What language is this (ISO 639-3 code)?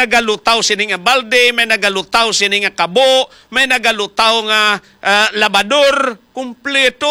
hil